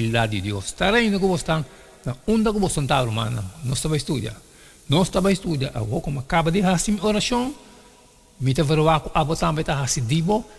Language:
Papiamento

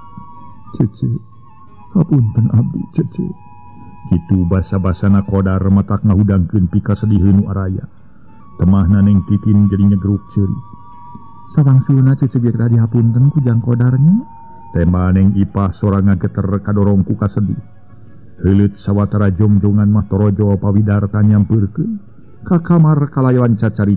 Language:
Sundanese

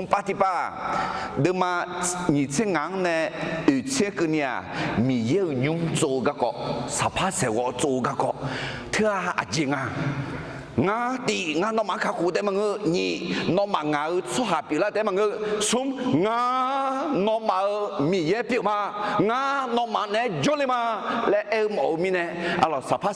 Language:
Akha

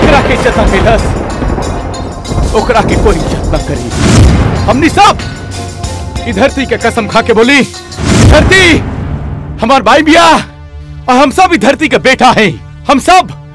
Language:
Bhojpuri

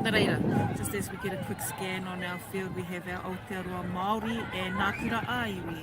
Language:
Māori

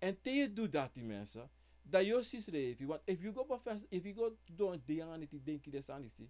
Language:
Sranan Tongo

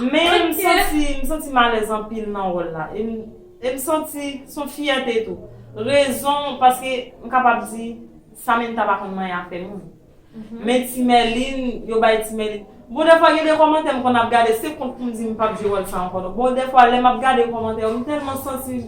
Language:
Haitian Creole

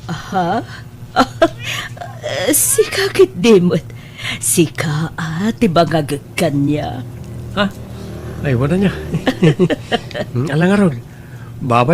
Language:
Iloko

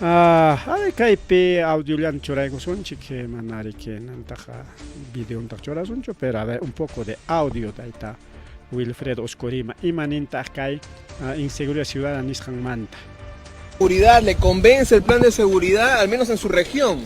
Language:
Ayacucho Quechua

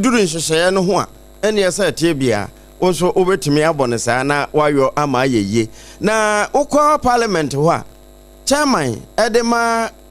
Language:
Akan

